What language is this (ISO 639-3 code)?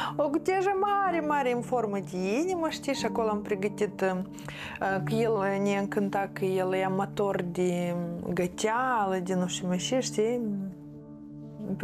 ron